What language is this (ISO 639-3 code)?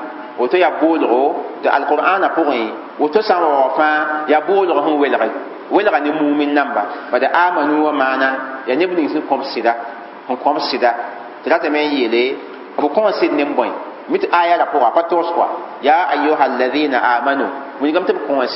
mos